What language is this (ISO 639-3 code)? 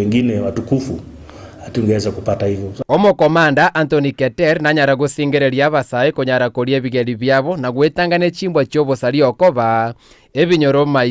guz